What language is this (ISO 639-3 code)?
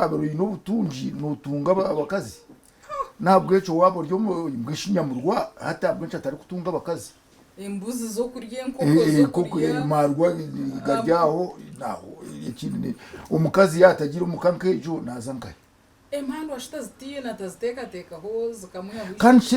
nyn